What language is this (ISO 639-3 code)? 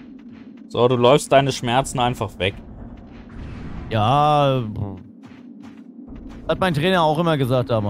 deu